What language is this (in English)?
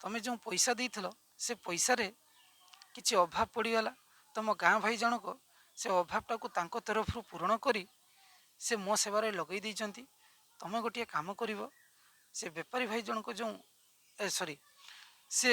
Odia